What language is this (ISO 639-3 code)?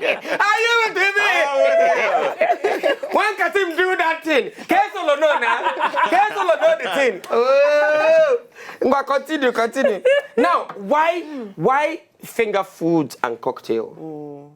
pcm